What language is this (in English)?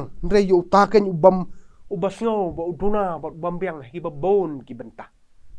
Khasi